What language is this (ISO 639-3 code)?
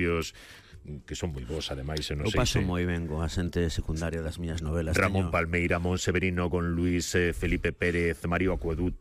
glg